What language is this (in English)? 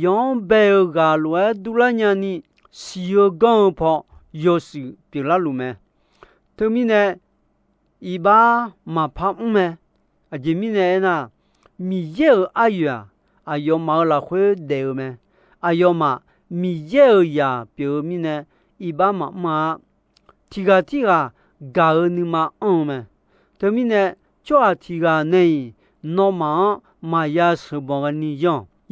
Akha